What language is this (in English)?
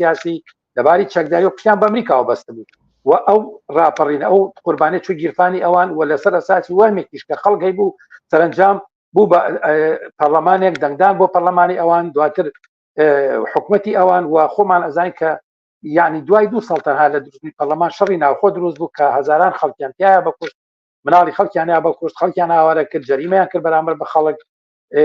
Central Kurdish